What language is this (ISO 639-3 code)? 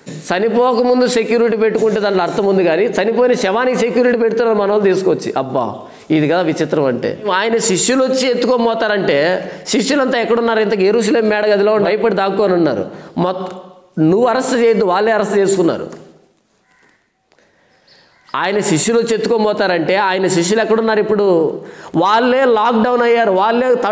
tel